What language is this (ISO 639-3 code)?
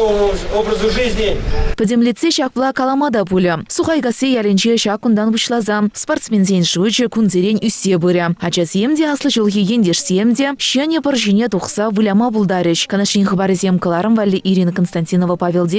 chv